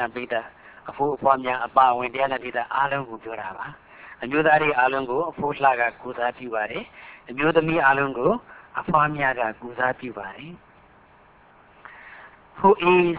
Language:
Burmese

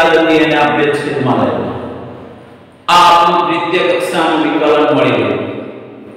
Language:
Gujarati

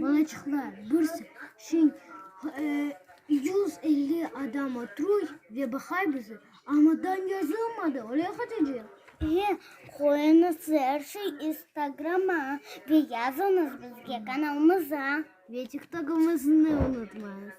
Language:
Crimean Tatar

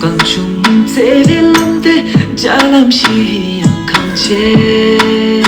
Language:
Tibetan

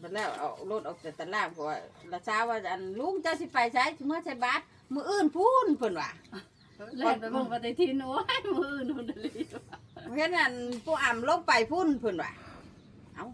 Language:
Northeastern Thai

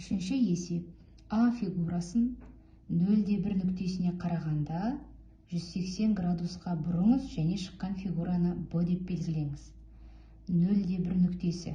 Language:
Kazakh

